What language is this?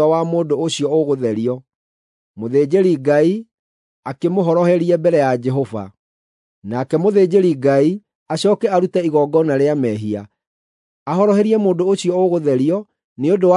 Kikuyu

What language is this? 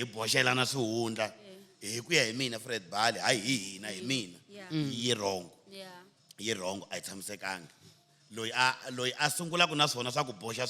Tsonga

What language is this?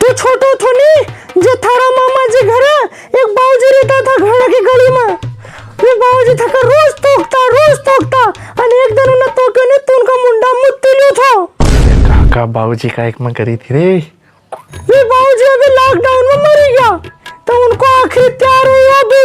Rajasthani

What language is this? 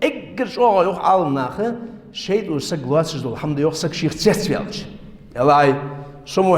Ingush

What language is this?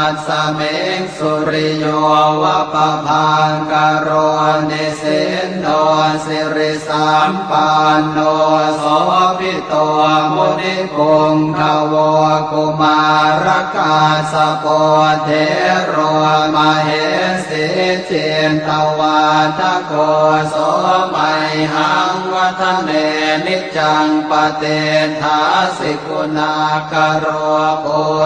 Pali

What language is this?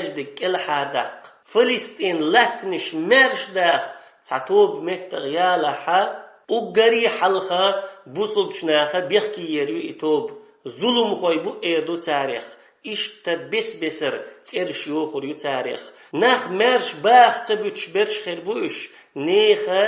Chechen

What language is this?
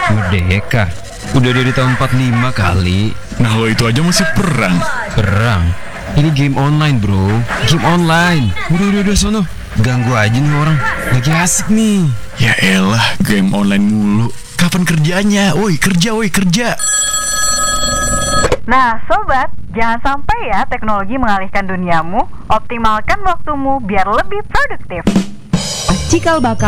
Indonesian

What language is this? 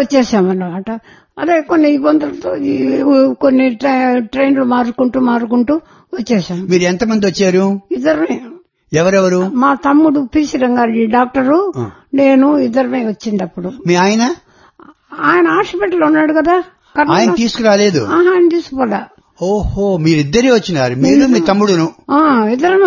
Telugu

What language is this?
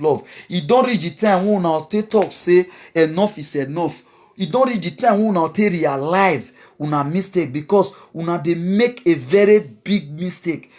Nigerian Pidgin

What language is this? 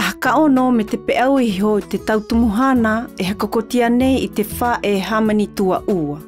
Tahitian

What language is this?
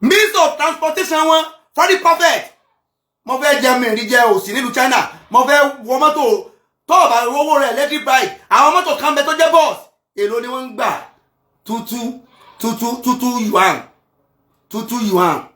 Yoruba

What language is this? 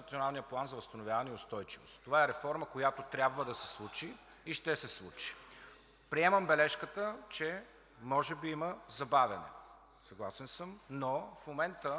Bulgarian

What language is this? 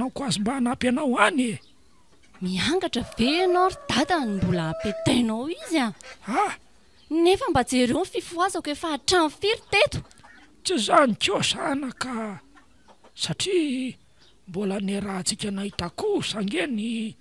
Malagasy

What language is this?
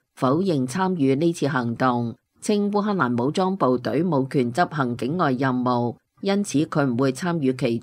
Cantonese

